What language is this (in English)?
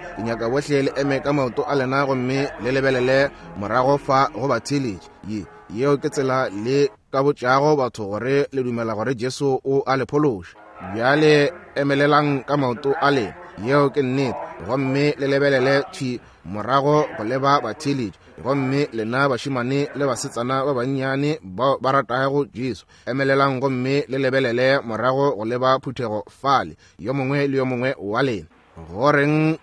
Northern Sotho